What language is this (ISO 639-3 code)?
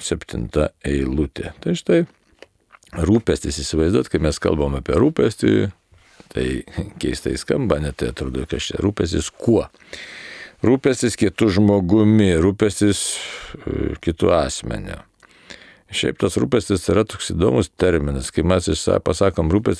lit